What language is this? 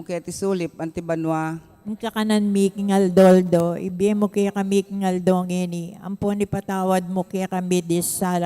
Pampanga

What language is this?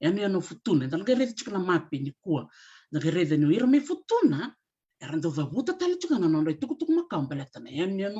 Fijian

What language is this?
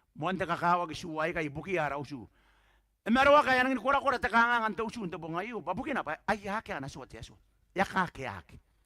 Gilbertese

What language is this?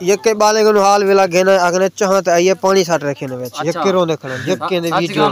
Saraiki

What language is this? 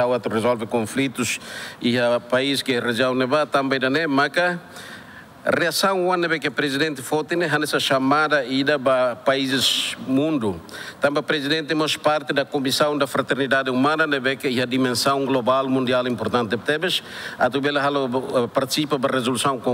Tetum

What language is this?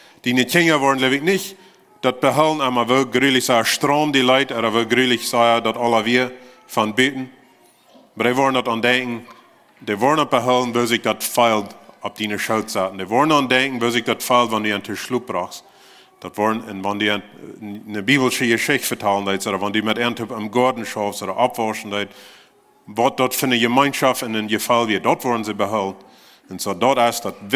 Plautdietsch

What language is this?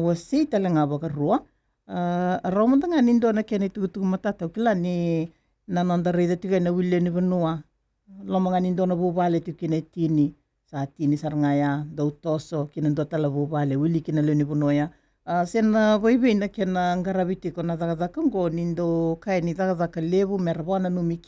Fijian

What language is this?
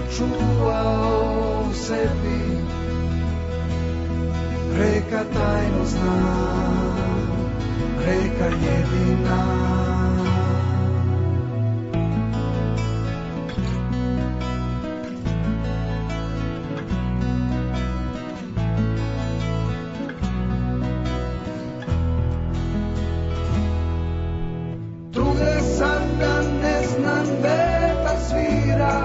Serbian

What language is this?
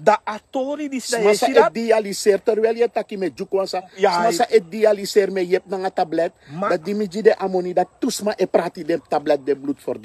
Sranan Tongo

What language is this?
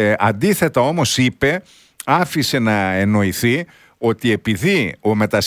Greek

